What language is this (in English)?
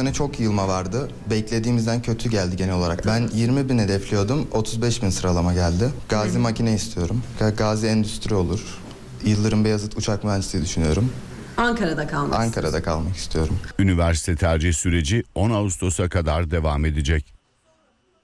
Turkish